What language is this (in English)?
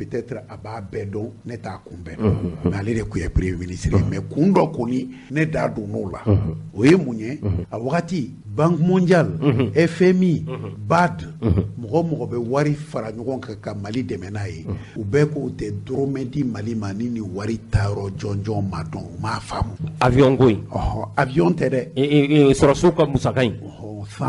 Bambara